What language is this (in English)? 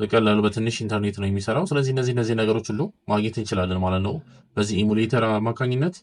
Amharic